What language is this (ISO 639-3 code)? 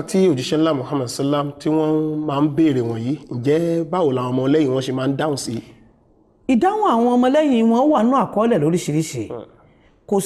yor